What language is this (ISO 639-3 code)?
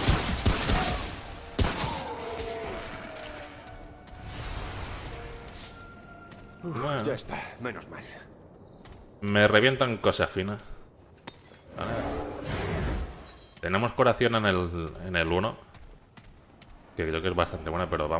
spa